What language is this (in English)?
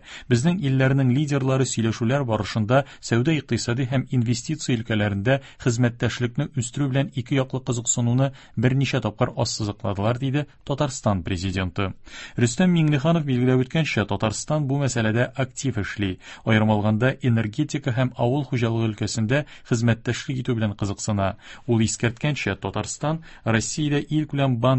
Tatar